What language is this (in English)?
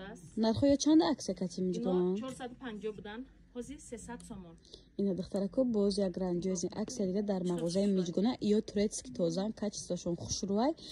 Tajik